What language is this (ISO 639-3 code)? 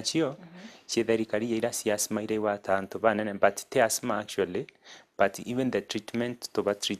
mer